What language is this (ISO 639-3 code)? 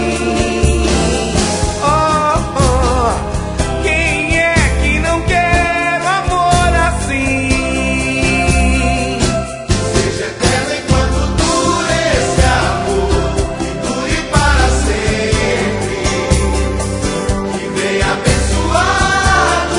por